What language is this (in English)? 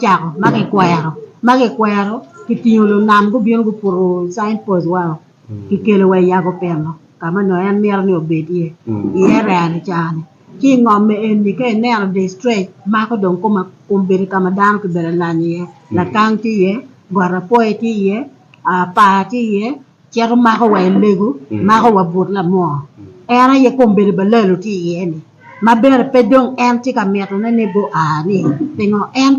Acoli